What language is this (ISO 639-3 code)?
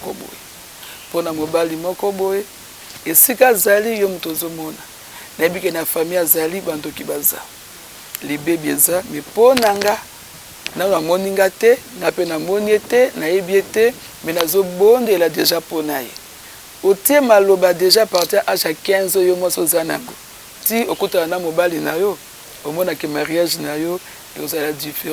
lin